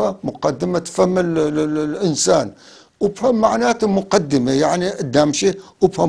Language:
North Levantine Arabic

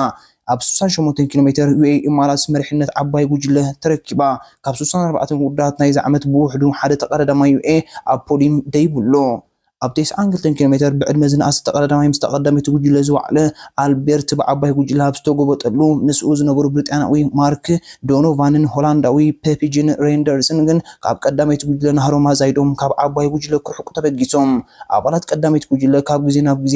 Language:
Tigrinya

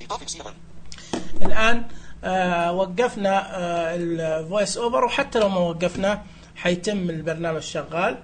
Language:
Najdi Arabic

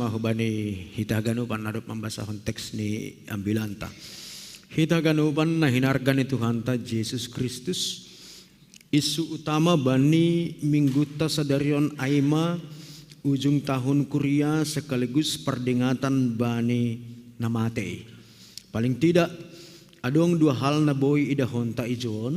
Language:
Batak Simalungun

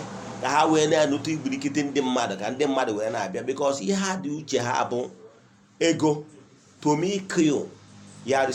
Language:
Igbo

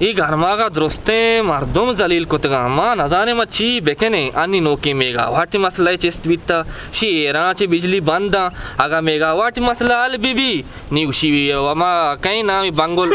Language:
Baluchi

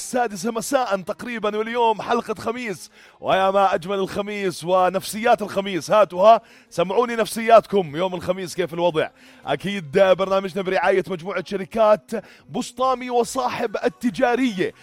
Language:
North Levantine Arabic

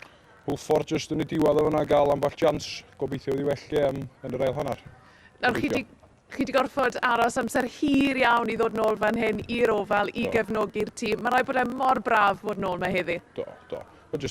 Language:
Welsh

